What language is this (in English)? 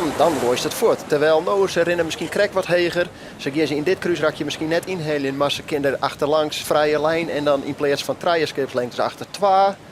Western Frisian